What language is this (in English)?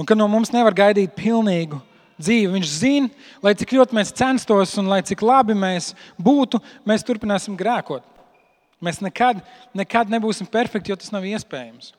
Latvian